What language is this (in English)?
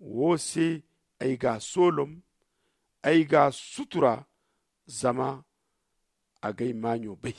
Zarma